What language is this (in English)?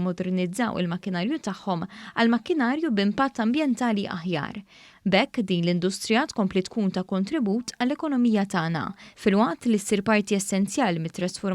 Maltese